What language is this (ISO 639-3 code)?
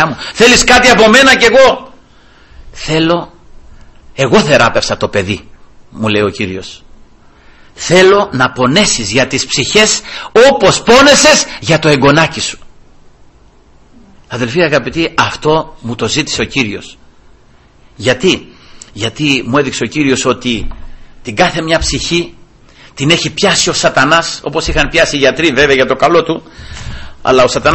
ell